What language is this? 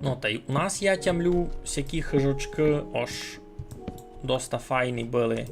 Rusyn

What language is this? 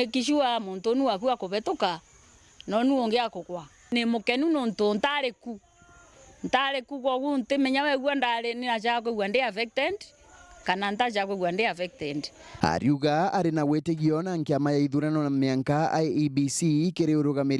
Meru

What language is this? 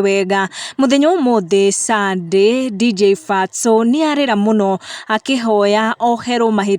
Kikuyu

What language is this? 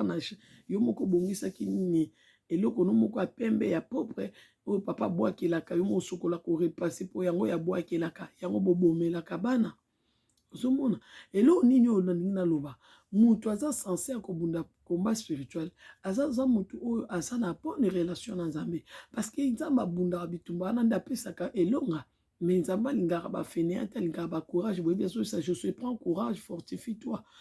Lingala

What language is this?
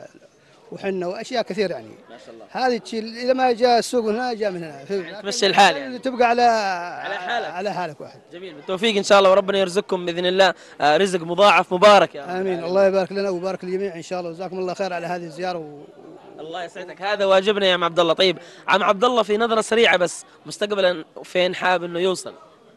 Arabic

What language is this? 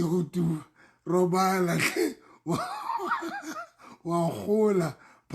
Southern Sotho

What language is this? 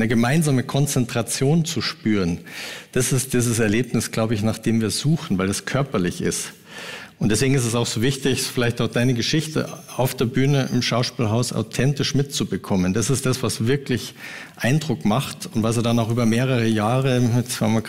Swiss German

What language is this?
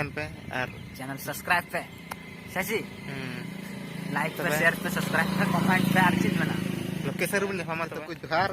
Santali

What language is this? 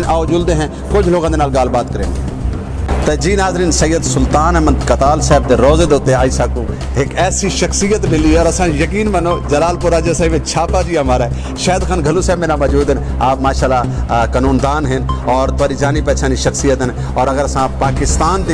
Saraiki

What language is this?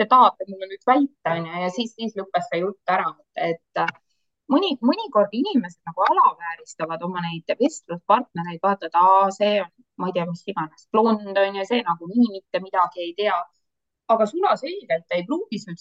Estonian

